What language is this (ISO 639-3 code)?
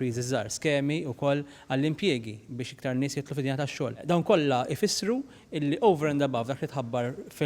mlt